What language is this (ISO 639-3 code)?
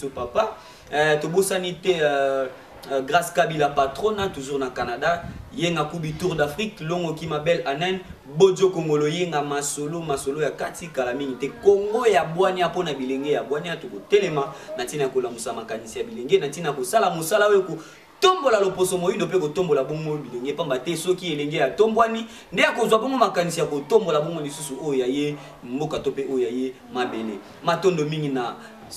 lin